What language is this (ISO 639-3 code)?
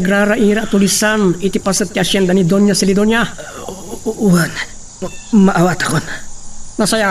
ilo